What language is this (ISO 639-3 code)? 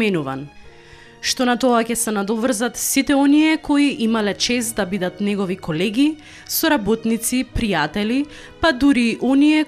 mkd